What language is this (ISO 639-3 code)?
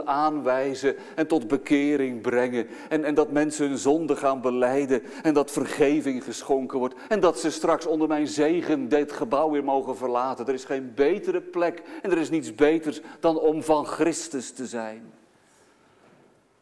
nld